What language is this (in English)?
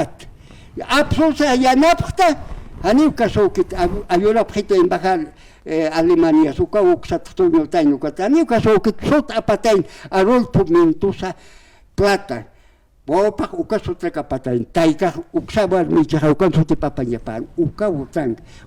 Aymara